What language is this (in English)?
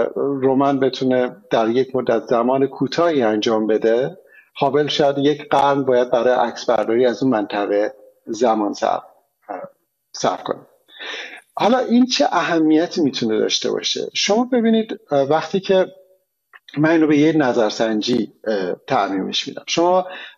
Persian